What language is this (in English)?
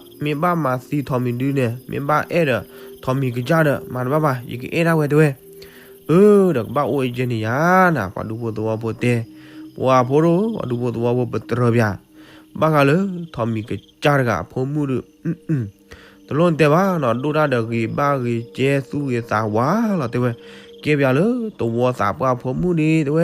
S'gaw Karen